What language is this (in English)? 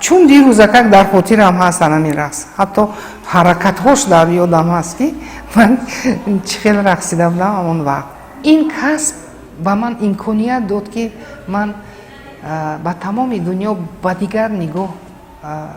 Tajik